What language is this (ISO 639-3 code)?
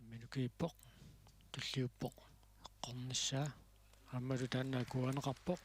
kal